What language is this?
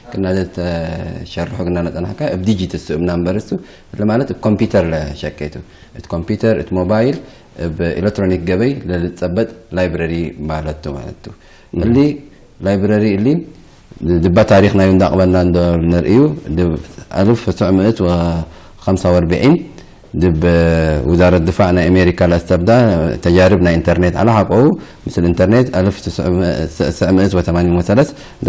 Tigre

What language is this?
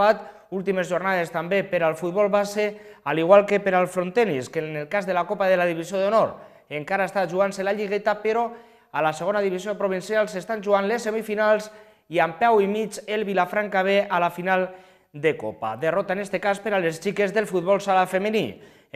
Catalan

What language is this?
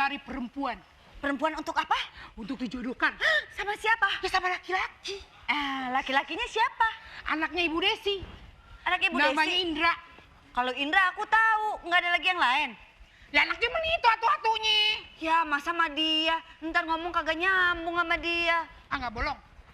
Betawi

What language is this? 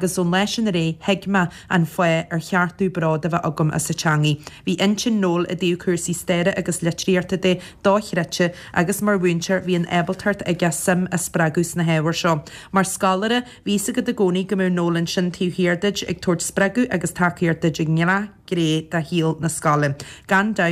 Irish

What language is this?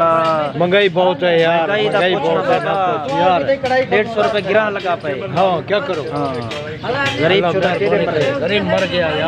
Saraiki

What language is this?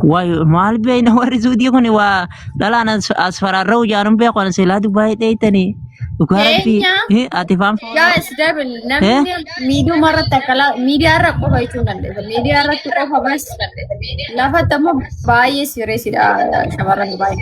Oromo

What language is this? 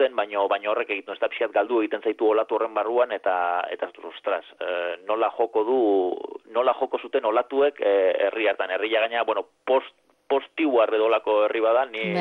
Basque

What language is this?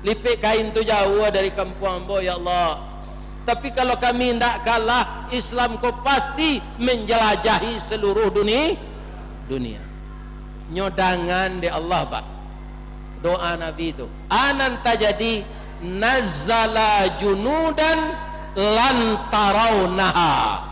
Minangkabau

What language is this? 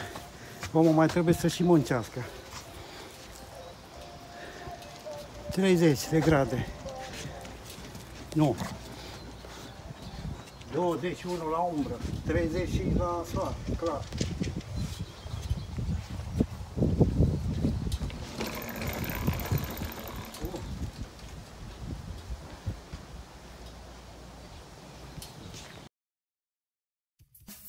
Romanian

